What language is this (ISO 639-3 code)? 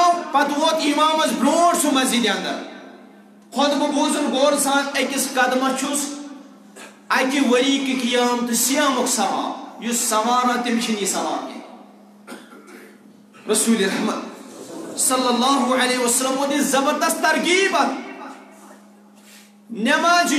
kas